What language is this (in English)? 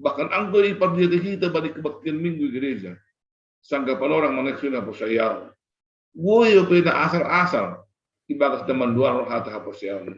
Batak Simalungun